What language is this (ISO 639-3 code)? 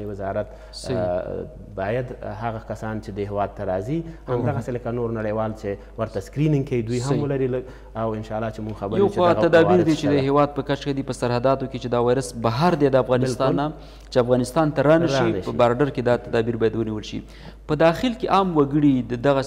pus